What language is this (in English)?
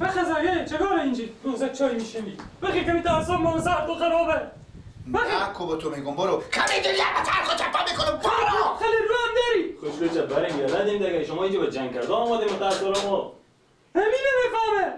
Persian